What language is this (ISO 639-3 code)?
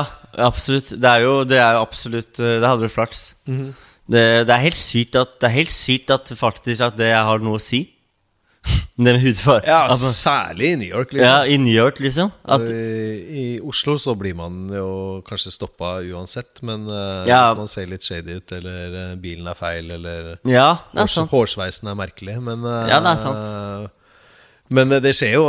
nor